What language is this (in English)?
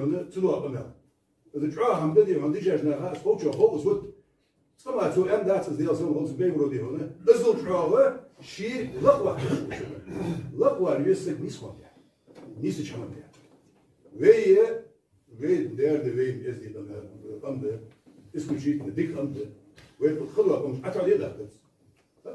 Ingush